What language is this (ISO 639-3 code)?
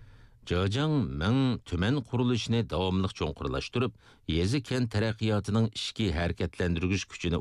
uig